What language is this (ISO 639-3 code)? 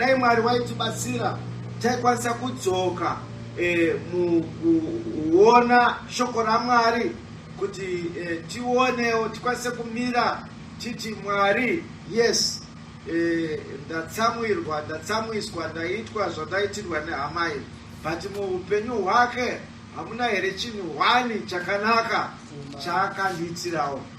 sna